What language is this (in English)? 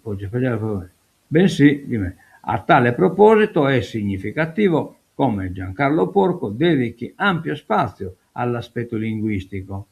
Sardinian